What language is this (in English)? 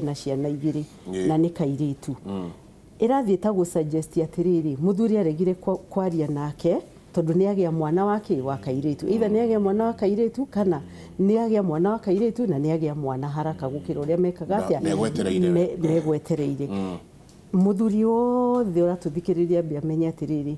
Kikuyu